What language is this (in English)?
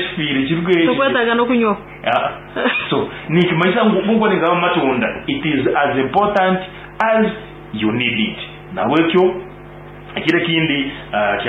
Nyankole